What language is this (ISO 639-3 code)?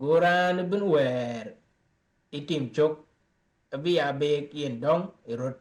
din